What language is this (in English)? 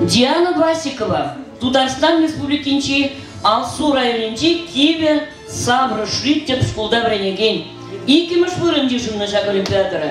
Chuvash